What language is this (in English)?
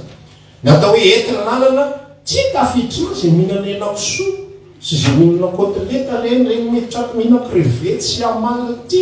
Malagasy